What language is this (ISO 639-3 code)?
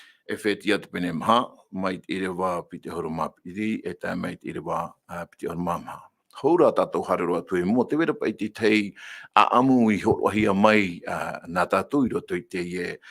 tah